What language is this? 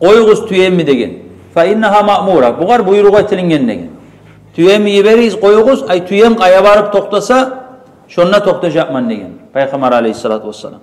Kumyk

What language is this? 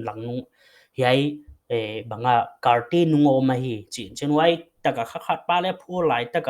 Paite Chin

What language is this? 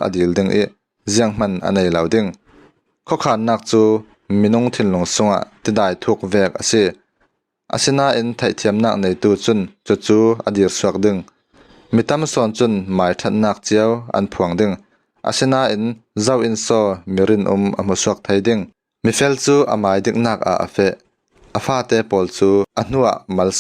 Falam Chin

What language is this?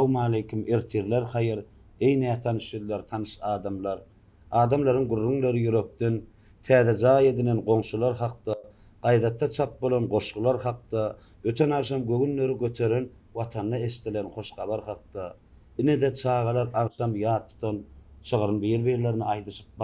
Turkmen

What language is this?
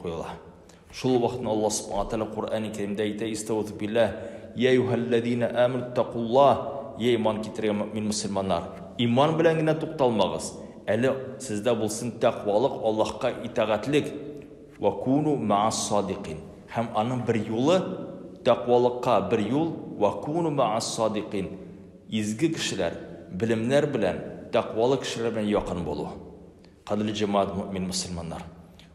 Tatar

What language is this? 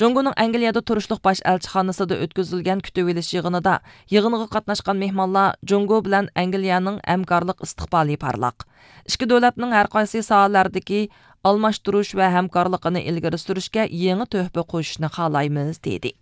Uyghur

